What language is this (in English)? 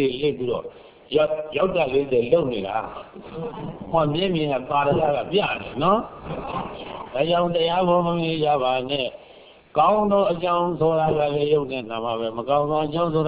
Burmese